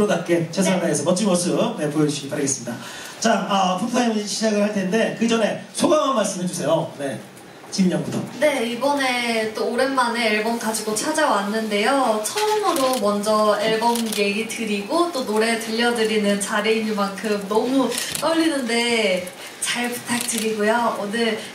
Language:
Korean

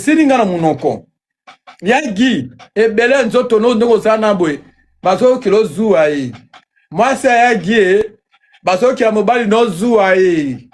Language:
Lingala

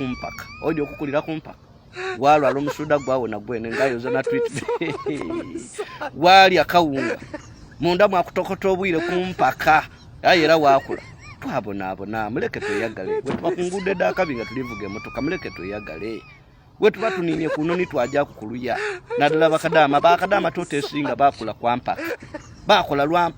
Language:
Ganda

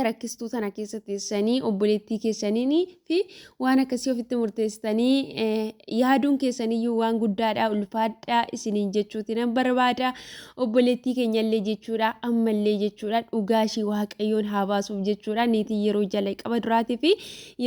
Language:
Oromo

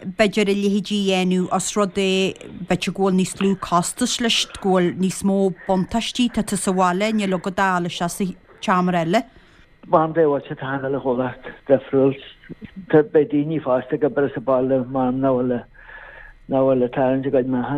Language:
Irish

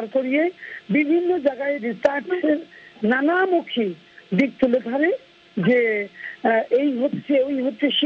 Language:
Bangla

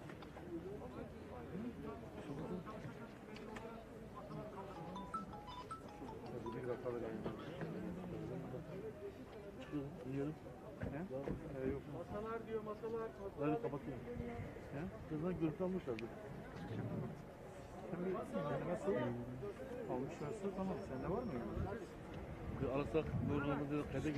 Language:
Turkish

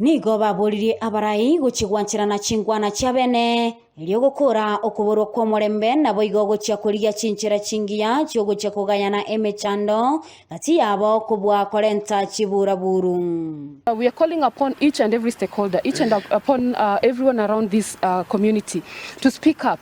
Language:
Gusii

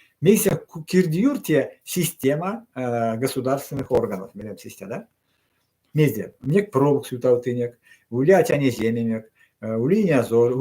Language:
Erzya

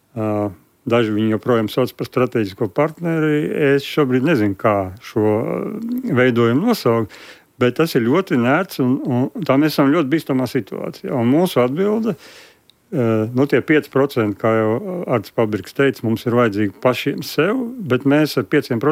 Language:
Latvian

